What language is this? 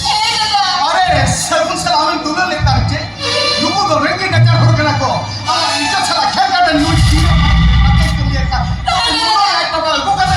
Santali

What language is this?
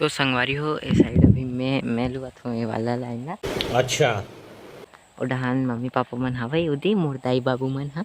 Chhattisgarhi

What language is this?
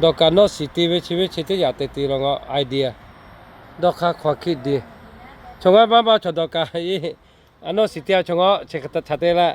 Lahu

